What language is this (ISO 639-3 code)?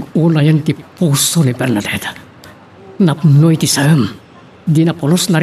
ilo